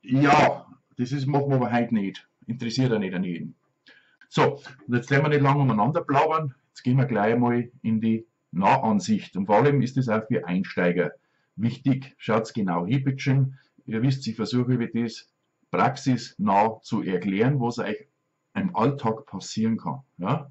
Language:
Bavarian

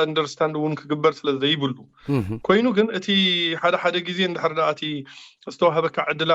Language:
Tigrinya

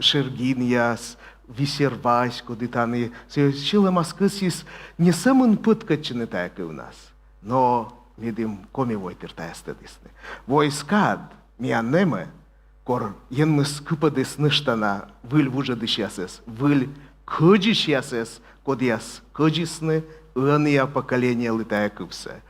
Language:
Komi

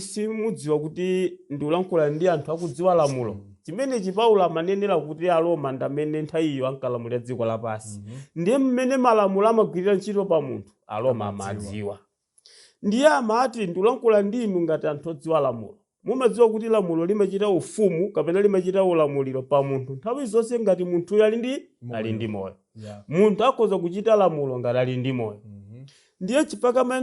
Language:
Nyanja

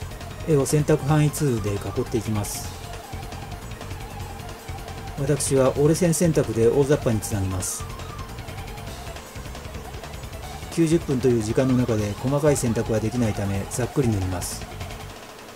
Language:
Japanese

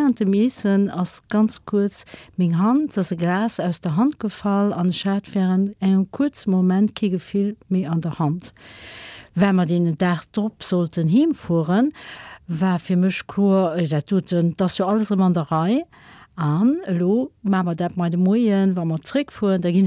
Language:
Luxembourgish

